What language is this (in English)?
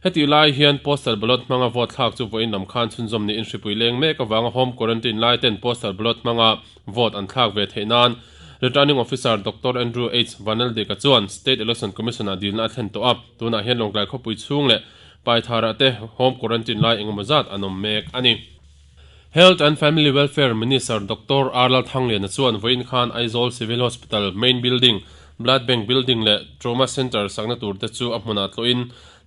Mizo